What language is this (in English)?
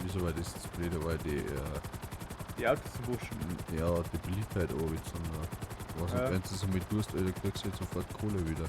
Bavarian